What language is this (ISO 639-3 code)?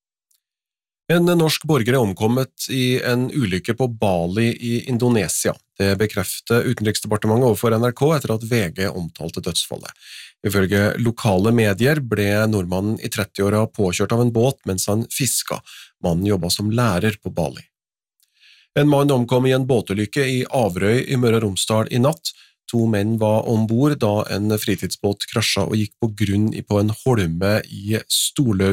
nor